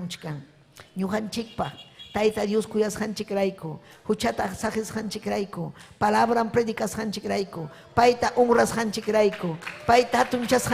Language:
Ayacucho Quechua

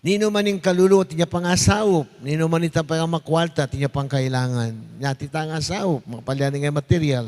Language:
Pampanga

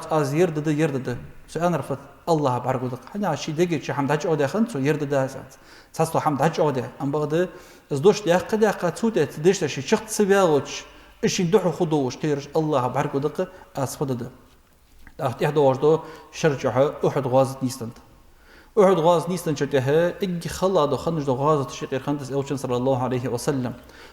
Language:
Ingush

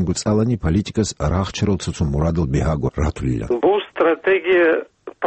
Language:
Avaric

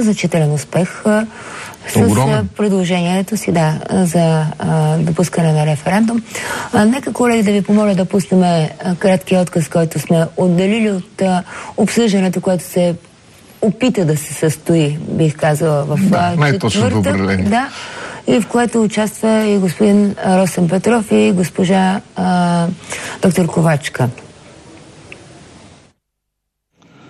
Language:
Bulgarian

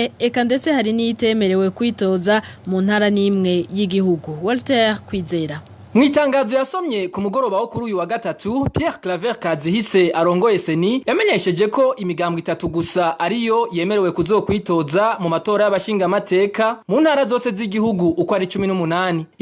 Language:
Rundi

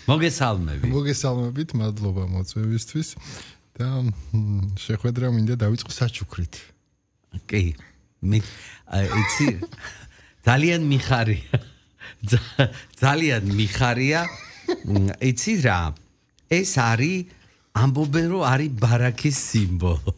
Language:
Georgian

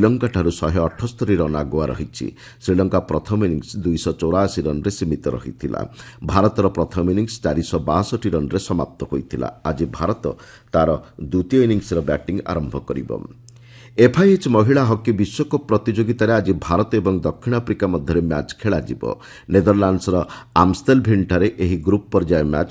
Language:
Odia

